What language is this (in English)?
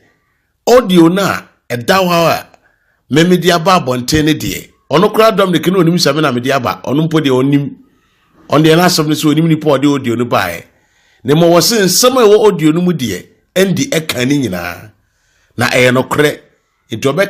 Akan